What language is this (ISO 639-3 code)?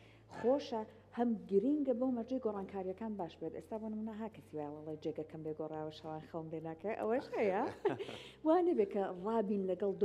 ckb